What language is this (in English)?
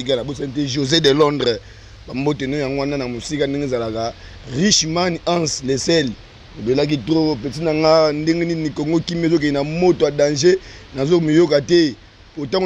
Lingala